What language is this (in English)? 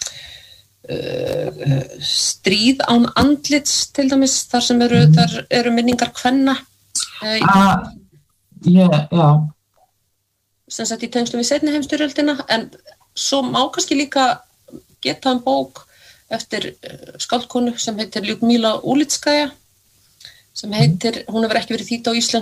Icelandic